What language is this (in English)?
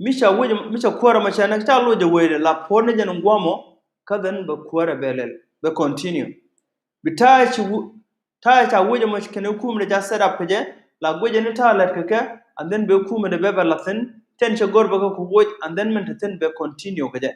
Nuer